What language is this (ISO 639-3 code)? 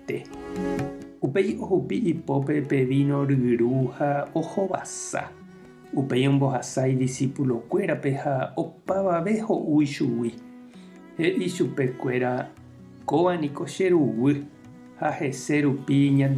grn